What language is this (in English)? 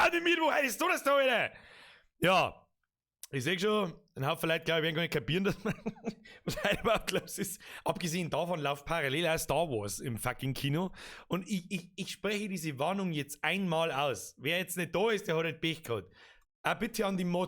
Bavarian